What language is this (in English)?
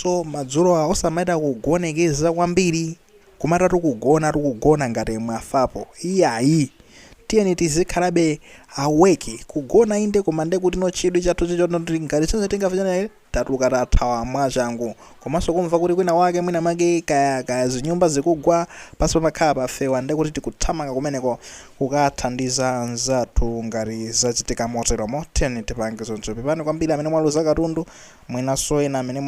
Nyanja